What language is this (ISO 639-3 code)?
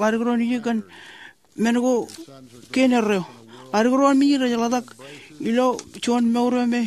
mah